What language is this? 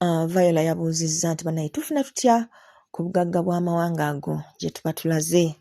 Ganda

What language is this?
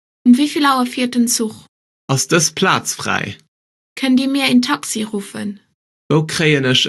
Luxembourgish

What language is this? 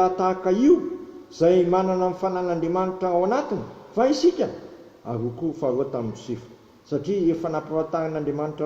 Malagasy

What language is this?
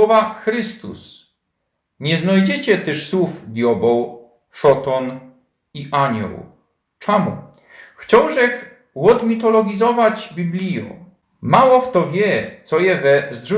Silesian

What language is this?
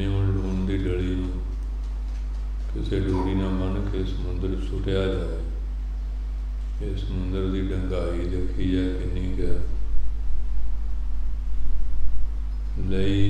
Punjabi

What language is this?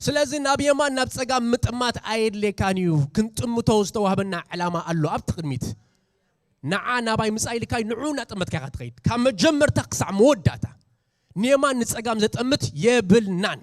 Tigrinya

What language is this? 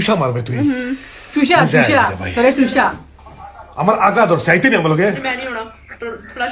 Sylheti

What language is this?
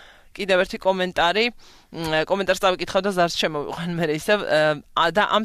Georgian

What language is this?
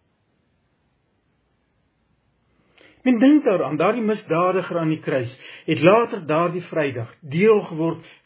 Afrikaans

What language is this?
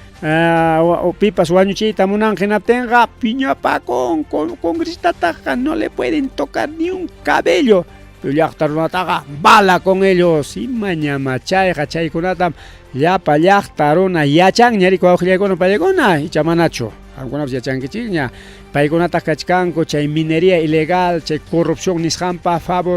Ayacucho Quechua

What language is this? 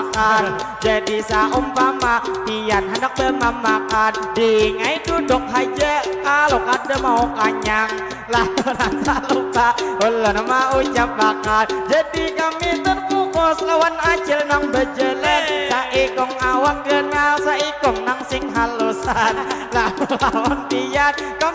Banjar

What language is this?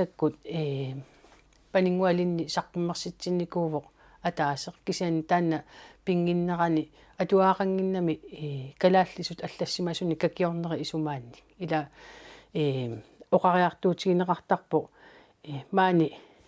Kalaallisut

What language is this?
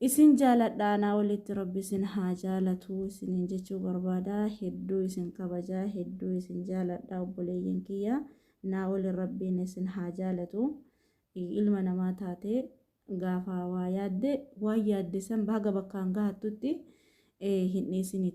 Oromo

